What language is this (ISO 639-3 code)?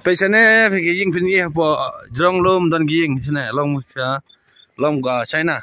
kha